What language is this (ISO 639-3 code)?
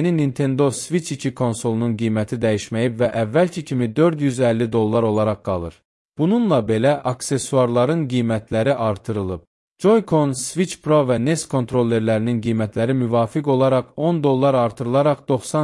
aze